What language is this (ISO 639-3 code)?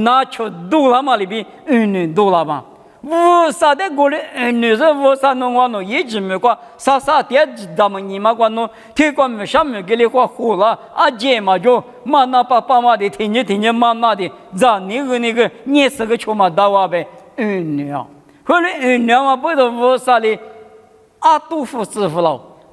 lis